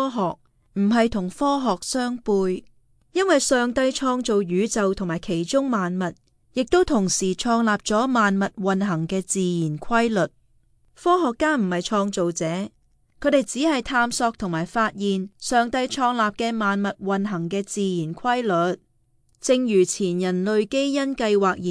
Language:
Cantonese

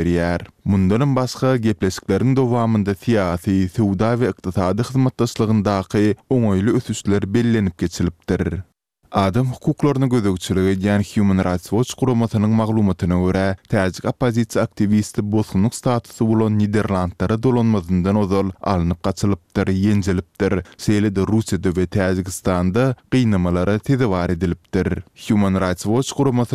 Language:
Turkmen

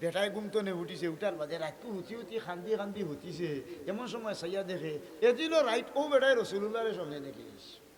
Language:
Sylheti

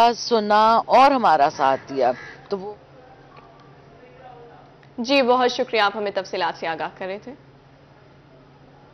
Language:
Urdu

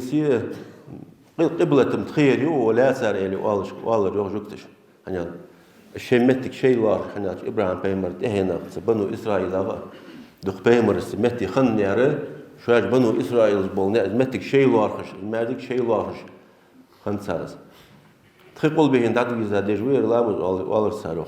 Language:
Ingush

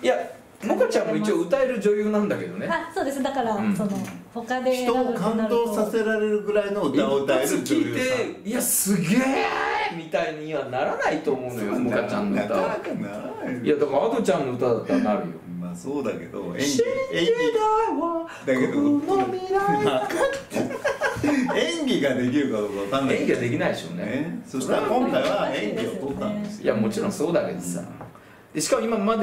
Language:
Japanese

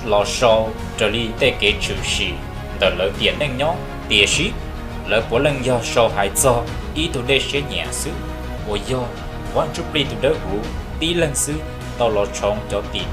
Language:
Hmong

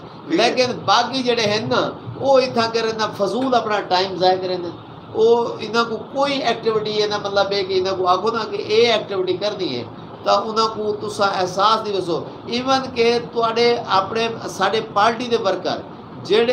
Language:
Saraiki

